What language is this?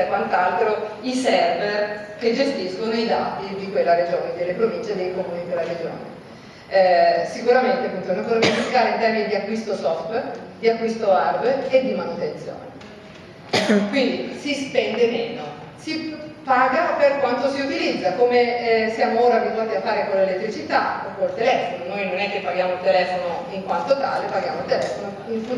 Italian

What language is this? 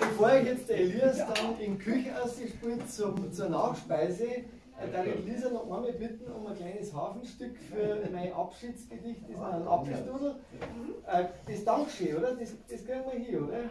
Bavarian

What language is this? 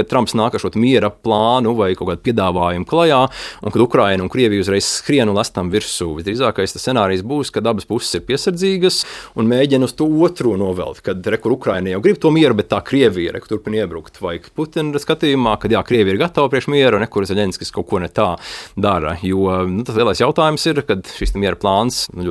Latvian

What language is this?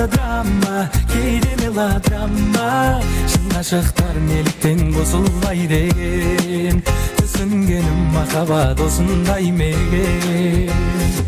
Kara-Kalpak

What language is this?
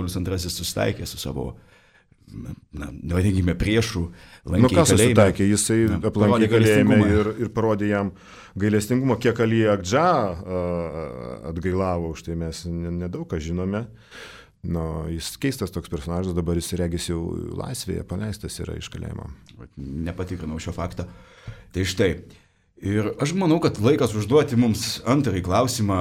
Lithuanian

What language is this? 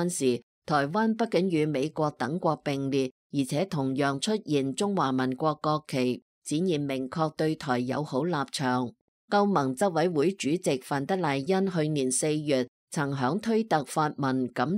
Cantonese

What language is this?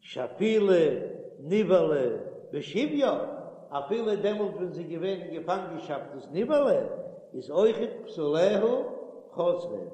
Yiddish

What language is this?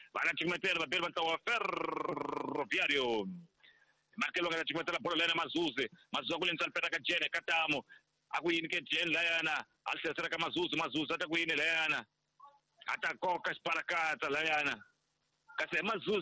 Tsonga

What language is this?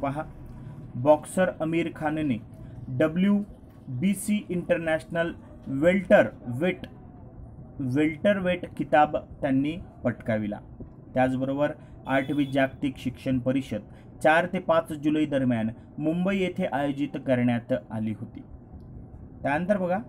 Marathi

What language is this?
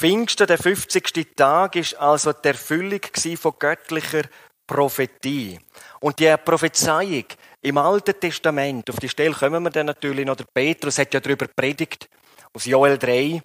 Swiss German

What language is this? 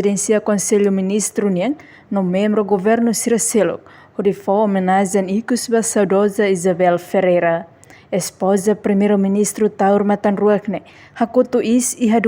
Tetum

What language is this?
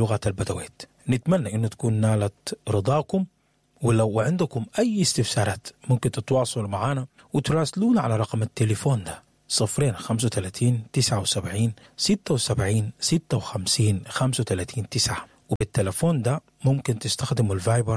Sudanese Arabic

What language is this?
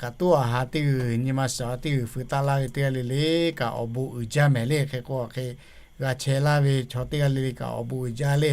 Lahu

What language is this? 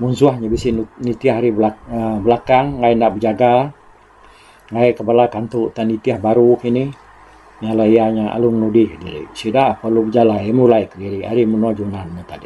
Iban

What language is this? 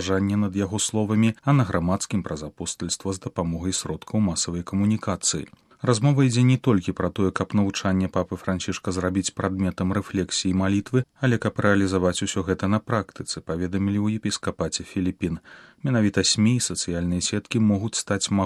Belarusian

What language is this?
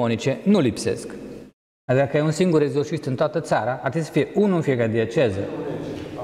Romanian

